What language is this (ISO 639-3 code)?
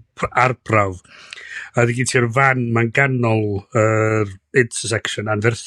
cym